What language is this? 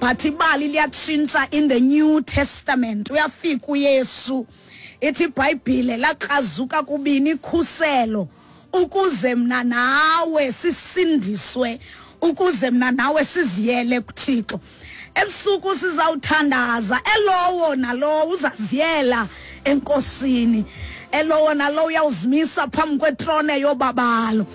Xhosa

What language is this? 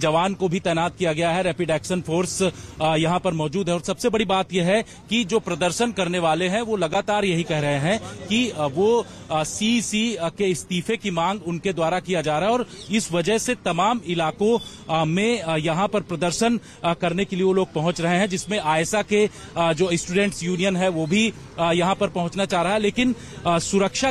Hindi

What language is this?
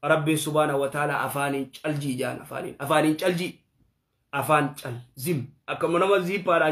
Oromo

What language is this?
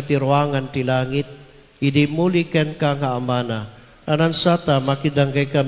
Iloko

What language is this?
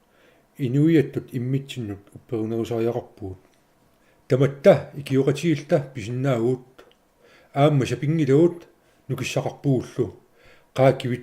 Kalaallisut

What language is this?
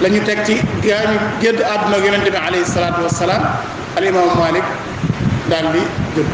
Wolof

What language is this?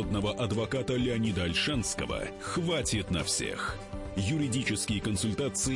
Russian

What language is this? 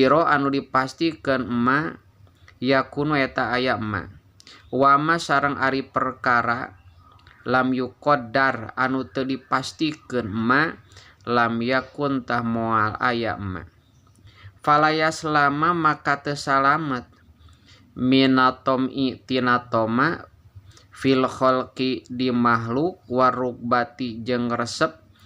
Sundanese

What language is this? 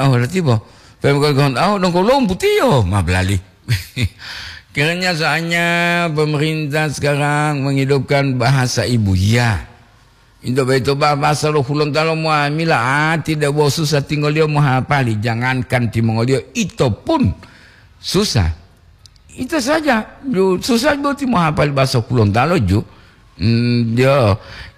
Gorontalo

